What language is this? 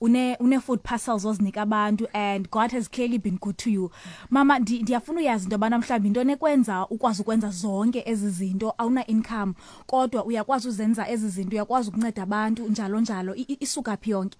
Xhosa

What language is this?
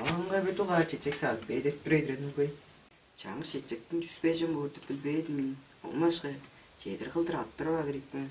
Tuvinian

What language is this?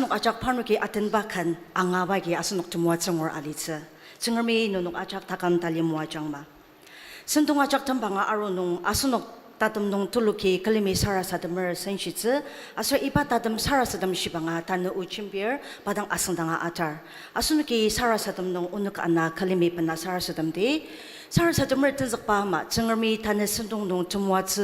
Ao Naga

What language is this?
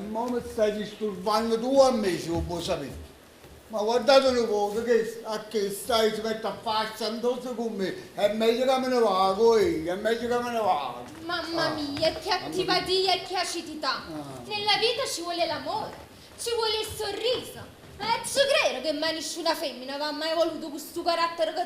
Neapolitan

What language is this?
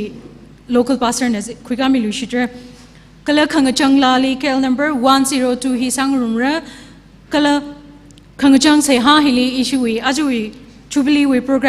Tangkhul Naga (India)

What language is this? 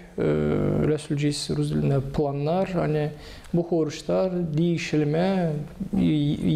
Gagauz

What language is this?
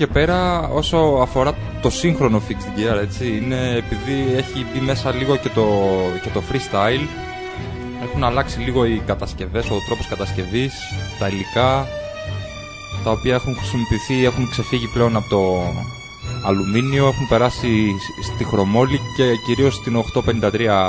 Greek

